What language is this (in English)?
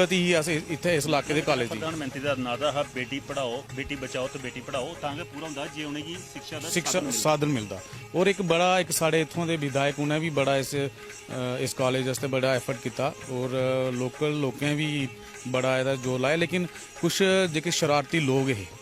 Dogri